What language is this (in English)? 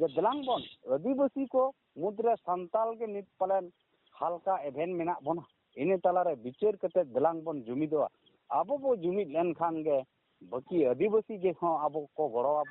Santali